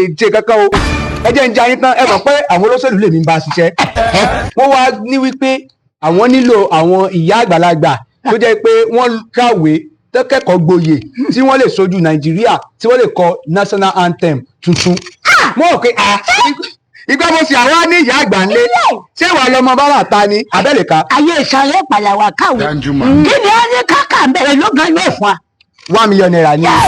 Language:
Yoruba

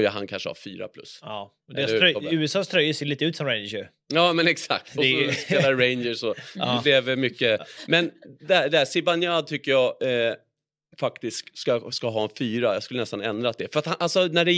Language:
Swedish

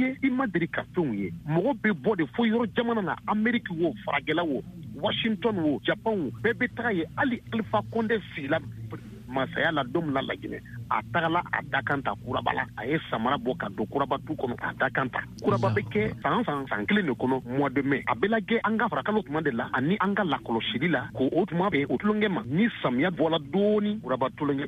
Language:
Bambara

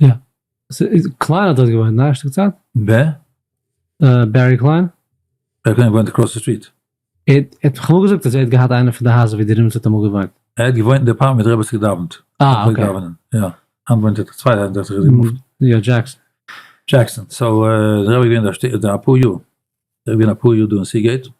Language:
Yiddish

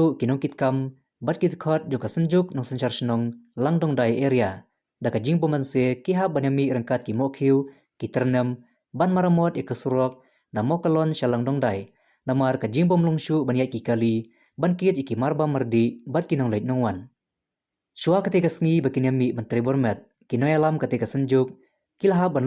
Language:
Khasi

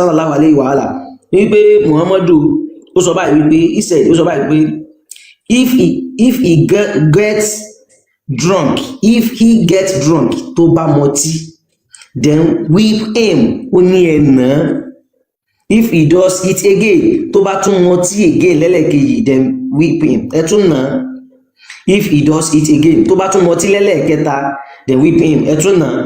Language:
Yoruba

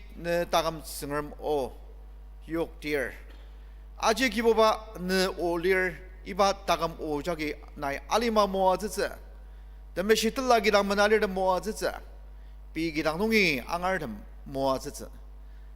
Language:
Ao Naga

